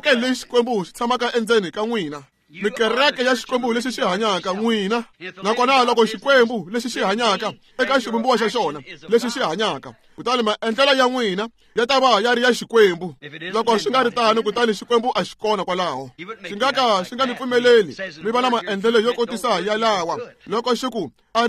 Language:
Tsonga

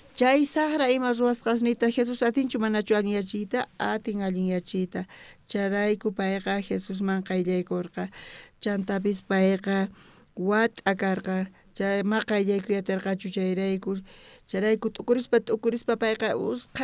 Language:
South Bolivian Quechua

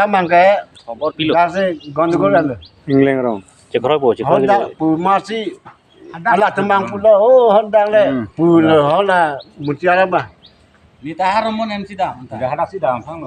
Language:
Karbi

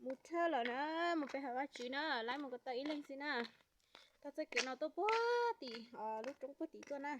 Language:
Hmong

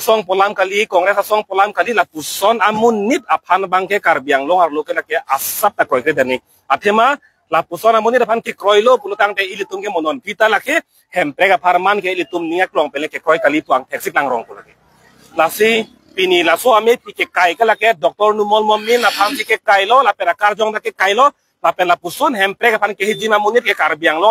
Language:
Karbi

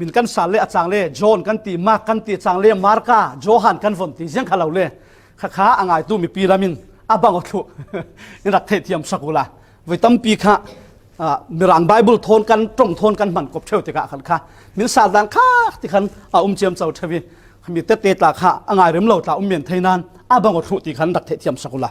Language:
Falam Chin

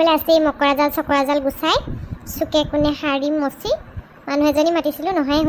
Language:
Assamese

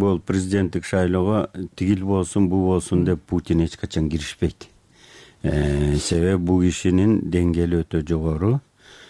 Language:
Kyrgyz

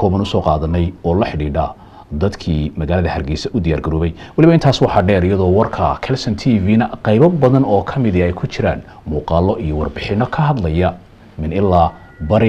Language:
Somali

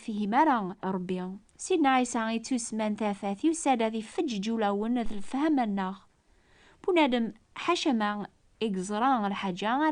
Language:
Kabyle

